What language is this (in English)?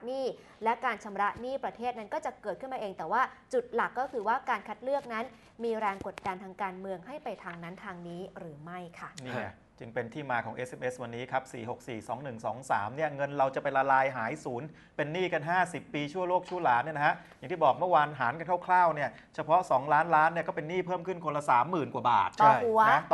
Thai